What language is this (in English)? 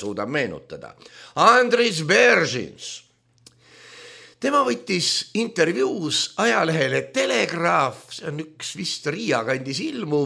Estonian